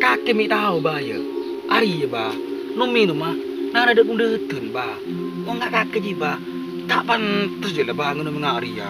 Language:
Madurese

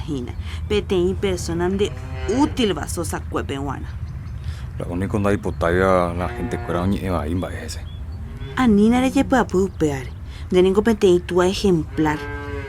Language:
Guarani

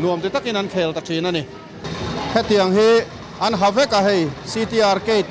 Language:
Mizo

